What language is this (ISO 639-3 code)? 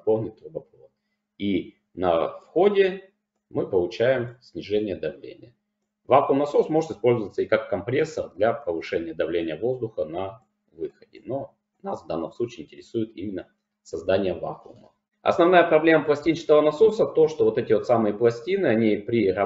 rus